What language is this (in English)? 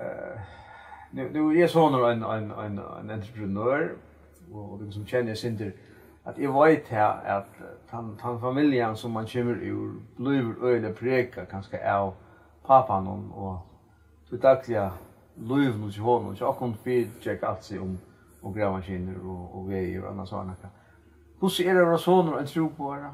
Faroese